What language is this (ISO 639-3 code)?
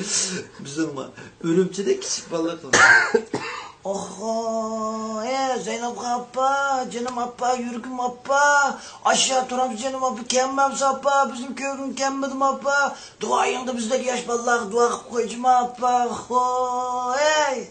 uig